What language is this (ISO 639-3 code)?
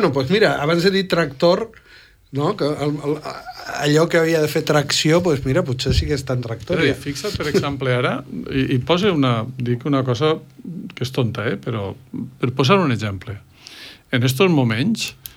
cat